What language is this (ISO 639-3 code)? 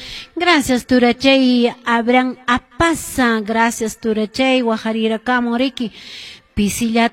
que